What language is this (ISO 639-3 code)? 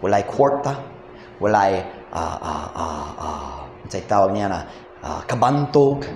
ceb